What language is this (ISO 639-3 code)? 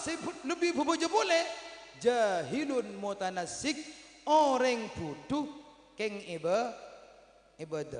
mad